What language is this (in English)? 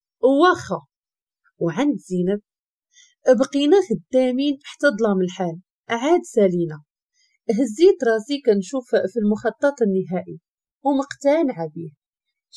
Moroccan Arabic